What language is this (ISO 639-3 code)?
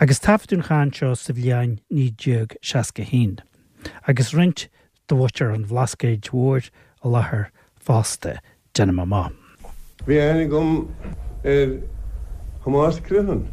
gle